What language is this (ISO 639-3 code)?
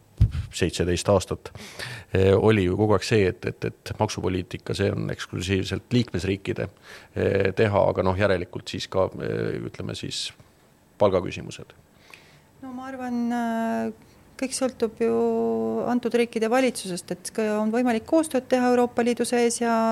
est